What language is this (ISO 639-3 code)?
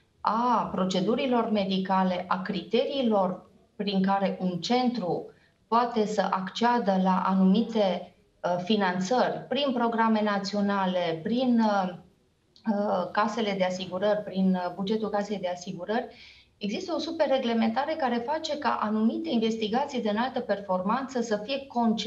ron